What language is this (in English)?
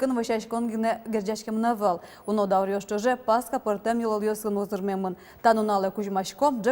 Udmurt